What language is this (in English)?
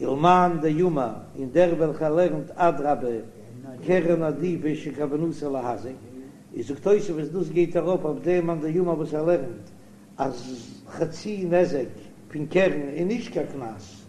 Yiddish